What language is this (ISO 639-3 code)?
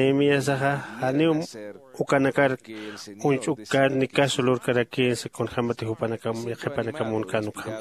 aym